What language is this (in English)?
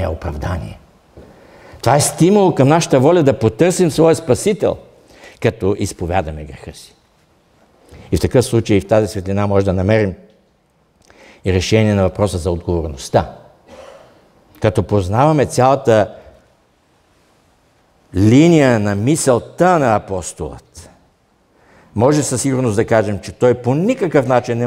Bulgarian